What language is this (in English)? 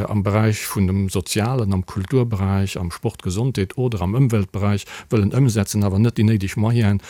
Luxembourgish